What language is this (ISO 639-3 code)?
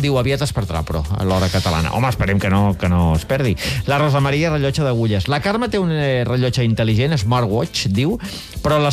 cat